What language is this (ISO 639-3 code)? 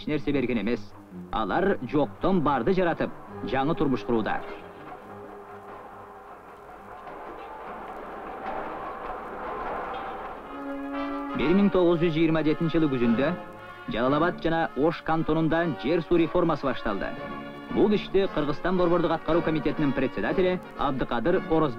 kir